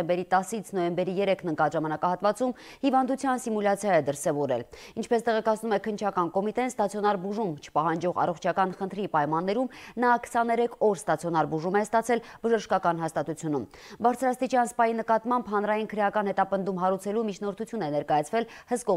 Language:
Armenian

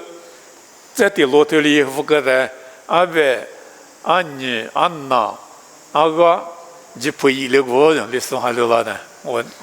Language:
Lisu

